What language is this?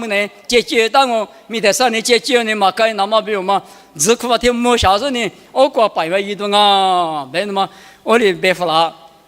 Lisu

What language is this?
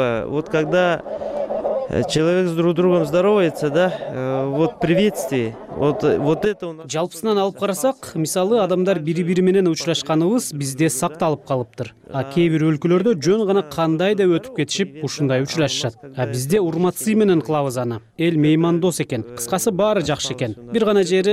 Kyrgyz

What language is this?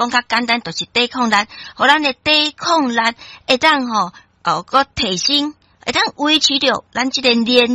Min Nan Chinese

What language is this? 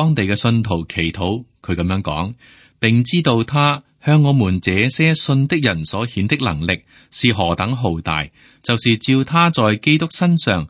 Cantonese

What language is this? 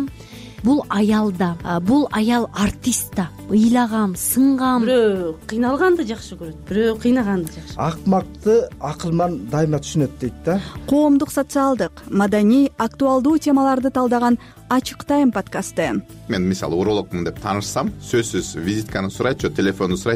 Kyrgyz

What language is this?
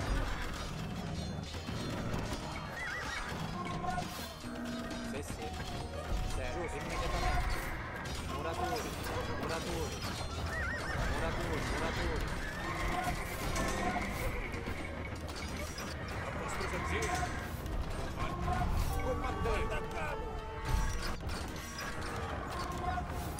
Italian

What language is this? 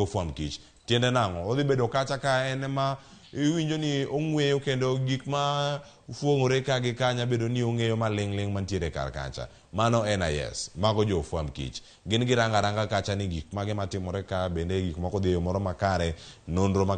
Luo (Kenya and Tanzania)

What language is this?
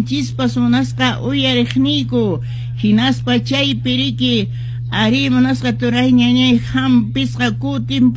Quechua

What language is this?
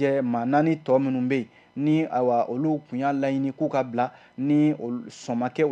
Bambara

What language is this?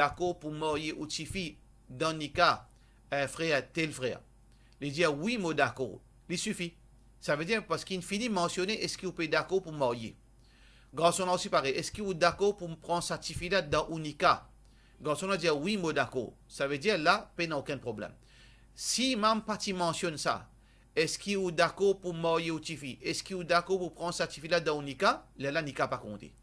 Morisyen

